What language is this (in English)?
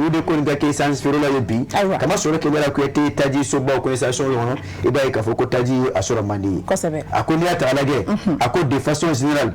Bambara